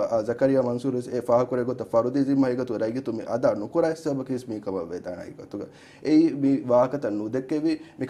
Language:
Divehi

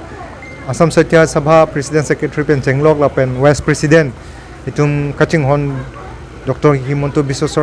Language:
Karbi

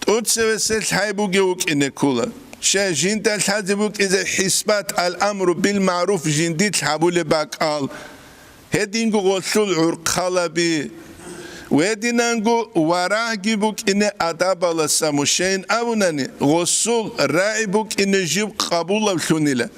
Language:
Avaric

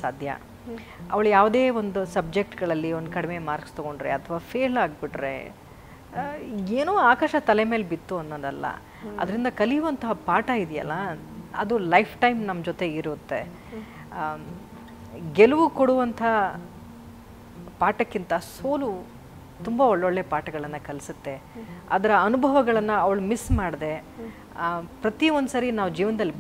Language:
Kannada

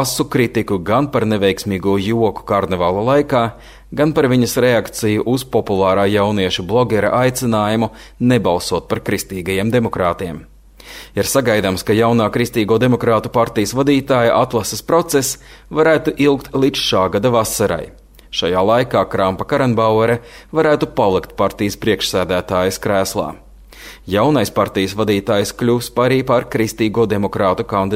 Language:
Latvian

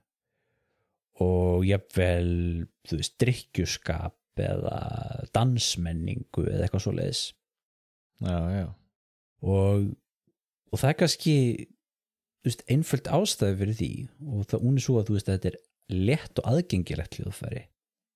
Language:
Icelandic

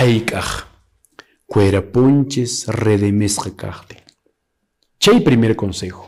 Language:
Quechua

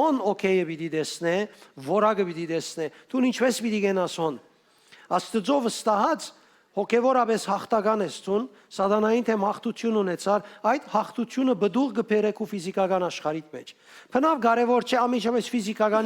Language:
Western Armenian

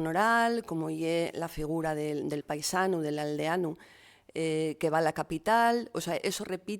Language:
Asturian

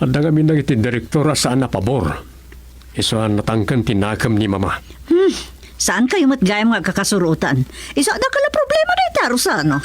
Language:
Iloko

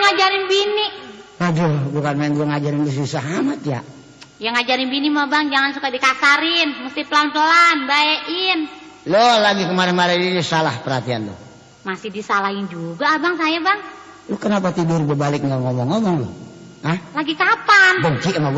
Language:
Betawi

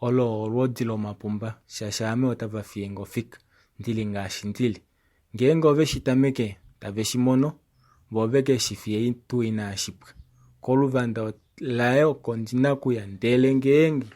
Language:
Kuanyama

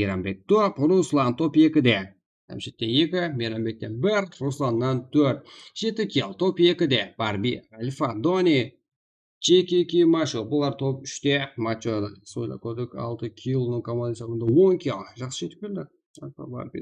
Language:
Kara-Kalpak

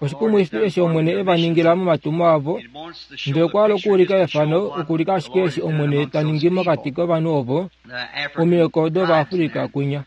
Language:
Kuanyama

